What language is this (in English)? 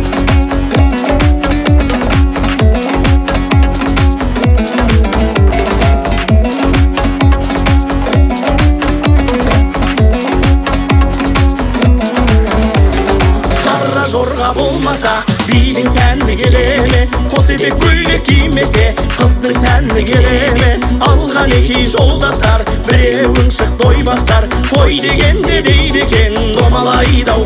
Kazakh